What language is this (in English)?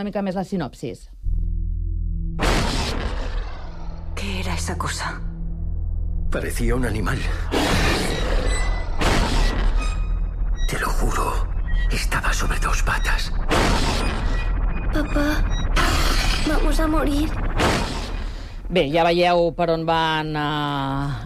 Catalan